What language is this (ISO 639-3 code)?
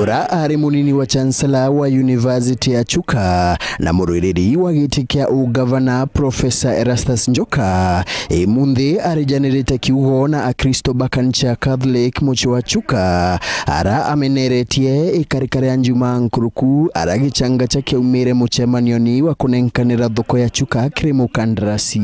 mer